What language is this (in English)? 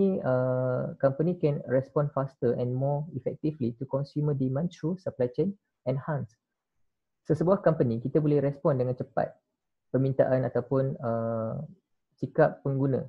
Malay